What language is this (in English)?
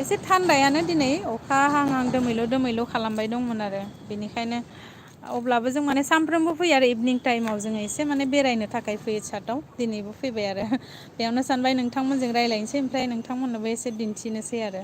Bodo